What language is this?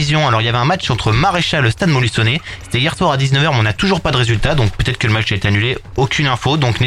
French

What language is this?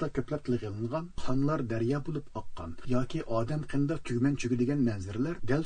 Uyghur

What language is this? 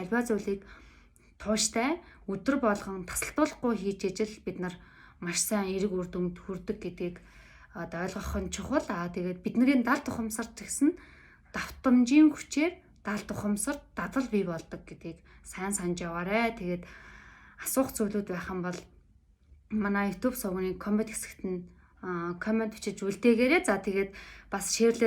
Mongolian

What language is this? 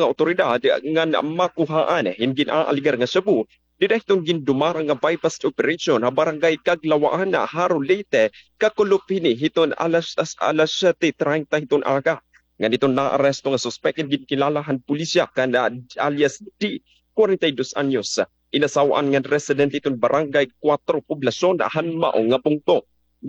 Waray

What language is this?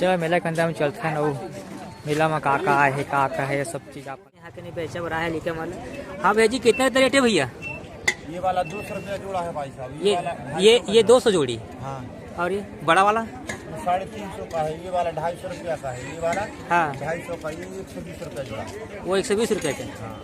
Chhattisgarhi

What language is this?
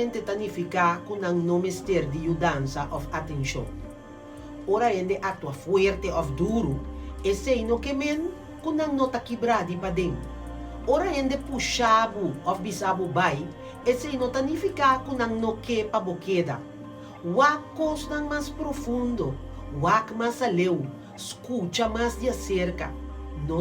Papiamento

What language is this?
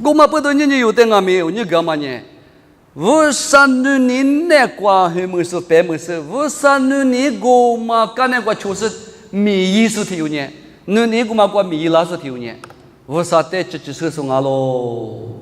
Lisu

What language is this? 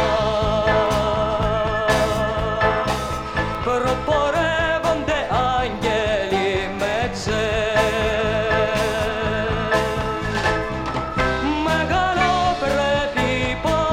Greek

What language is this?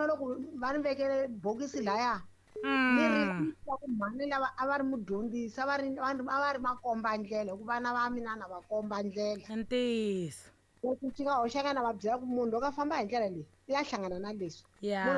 Tsonga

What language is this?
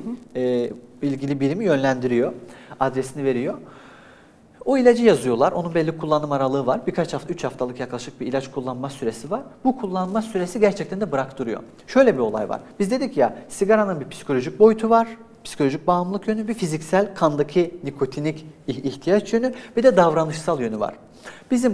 Turkish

